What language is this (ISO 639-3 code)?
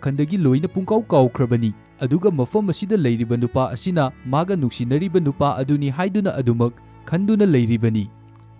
mni